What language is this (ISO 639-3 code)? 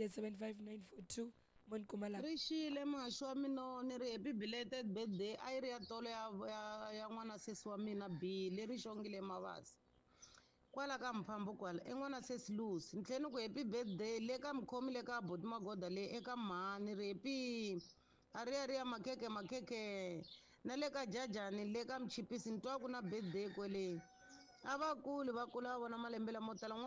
tso